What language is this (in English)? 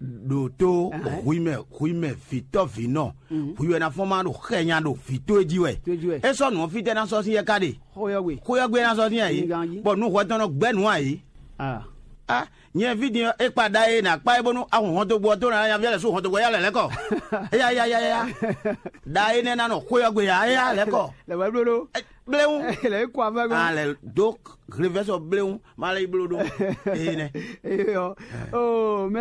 Fon